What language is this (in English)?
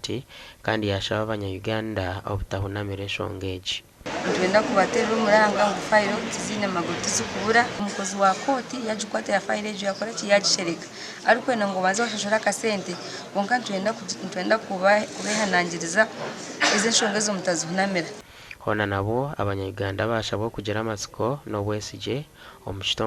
Nyankole